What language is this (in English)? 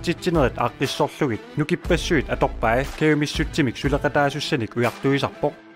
Kalaallisut